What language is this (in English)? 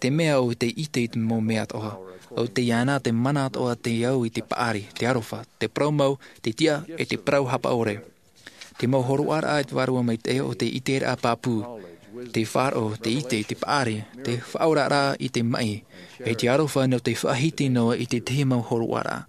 Tahitian